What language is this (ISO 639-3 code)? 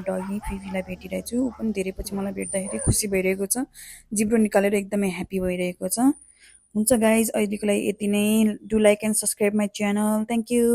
nep